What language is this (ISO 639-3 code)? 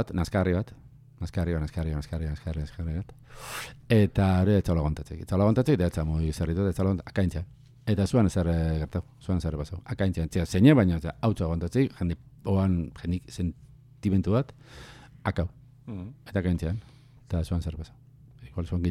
eus